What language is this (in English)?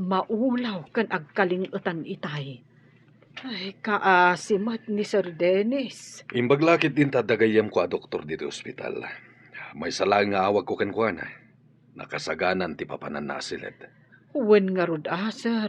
Iloko